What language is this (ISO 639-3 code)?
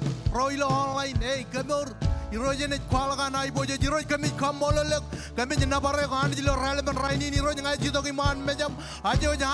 mah